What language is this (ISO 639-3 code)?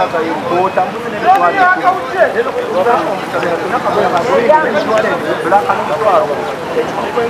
nyn